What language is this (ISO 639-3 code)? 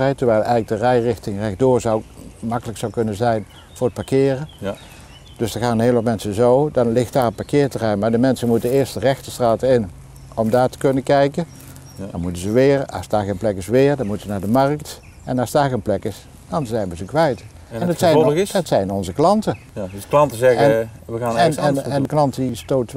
nld